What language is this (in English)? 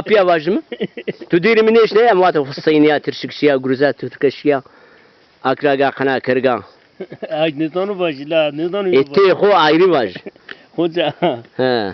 Zaza